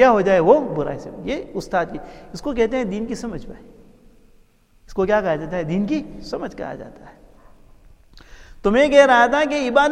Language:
Urdu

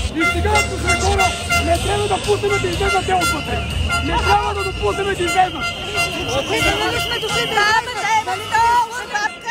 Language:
Bulgarian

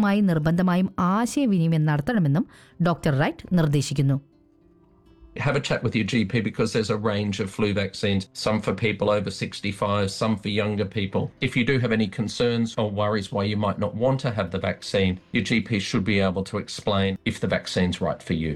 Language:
Malayalam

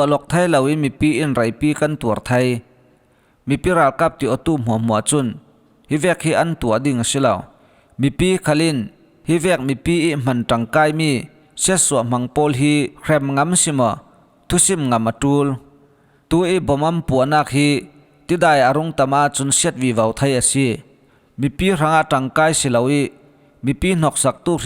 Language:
Falam Chin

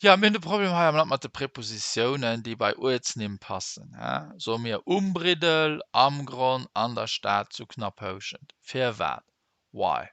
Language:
Luxembourgish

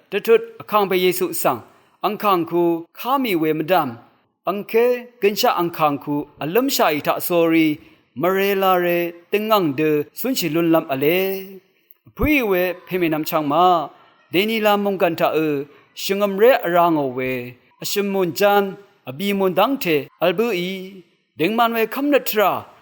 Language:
Rawang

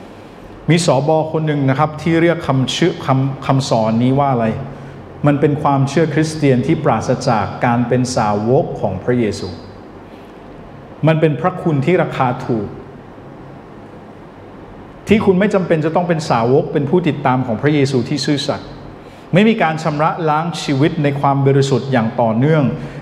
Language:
Thai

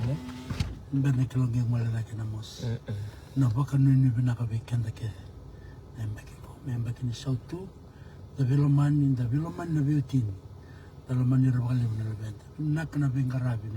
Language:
Fijian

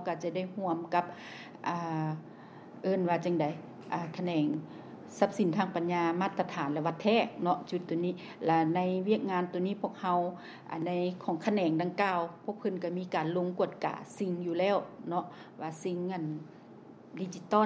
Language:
Lao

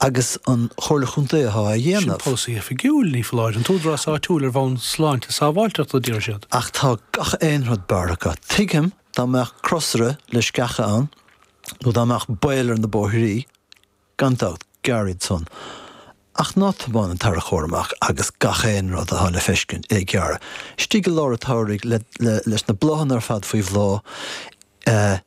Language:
Irish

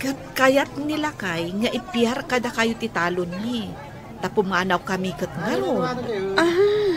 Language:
Iloko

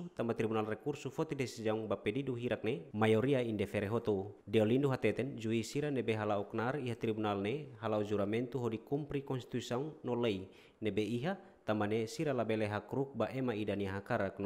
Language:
Tetum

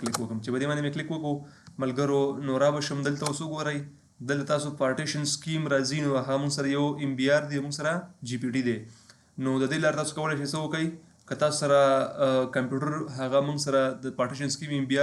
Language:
Pashto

